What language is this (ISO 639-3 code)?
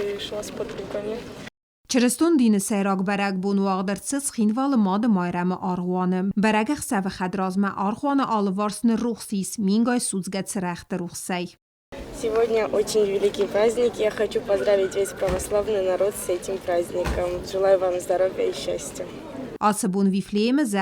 oss